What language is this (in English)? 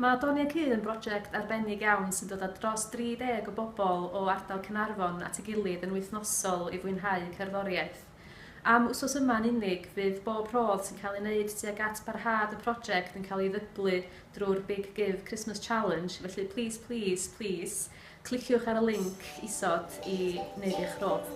Welsh